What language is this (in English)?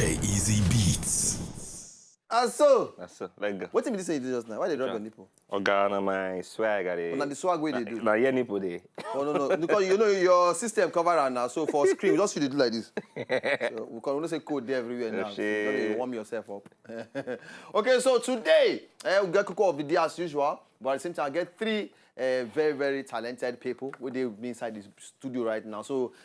Nigerian Pidgin